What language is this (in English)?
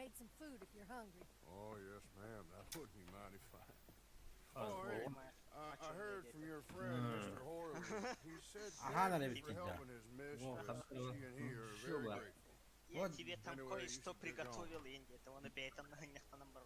Yakut